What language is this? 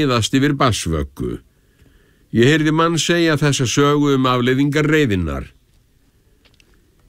Icelandic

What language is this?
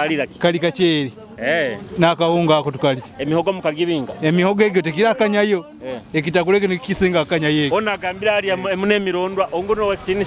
Nyoro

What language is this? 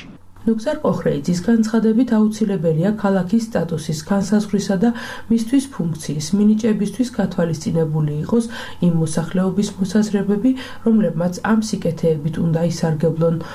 Georgian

